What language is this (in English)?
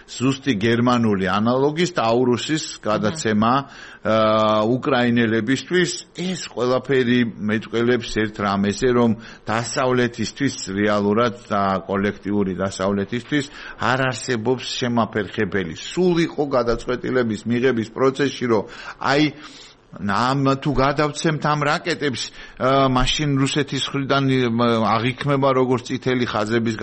Georgian